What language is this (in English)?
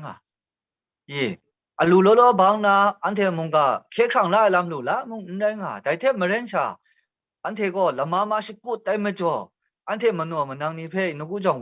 Kachin